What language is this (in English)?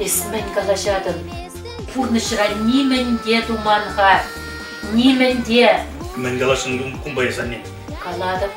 Chuvash